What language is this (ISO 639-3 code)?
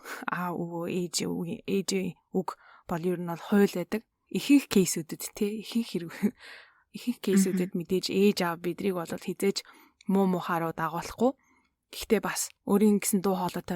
mon